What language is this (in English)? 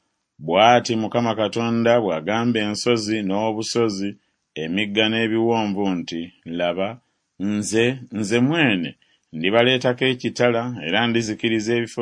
Ganda